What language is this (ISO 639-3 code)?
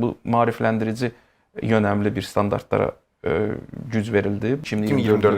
aze